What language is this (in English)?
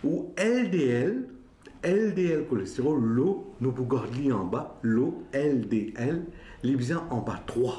Morisyen